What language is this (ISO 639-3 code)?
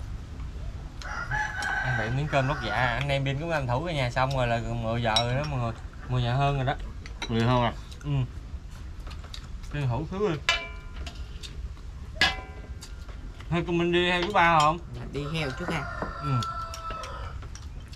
vie